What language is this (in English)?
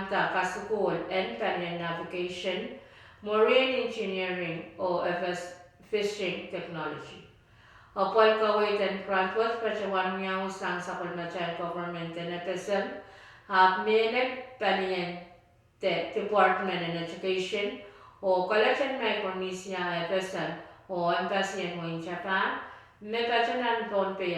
Pohnpeian